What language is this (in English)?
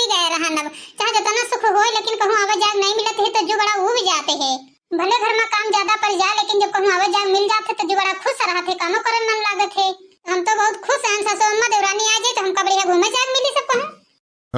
Awadhi